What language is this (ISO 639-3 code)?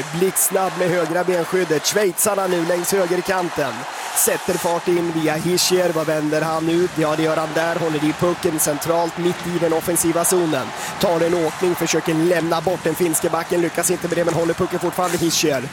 swe